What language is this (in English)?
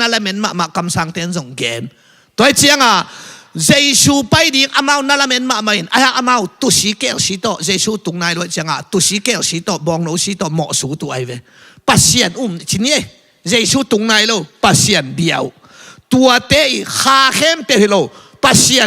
Tedim Chin